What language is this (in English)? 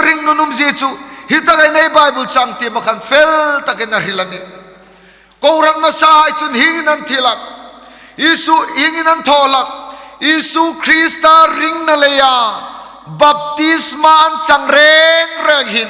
Hmar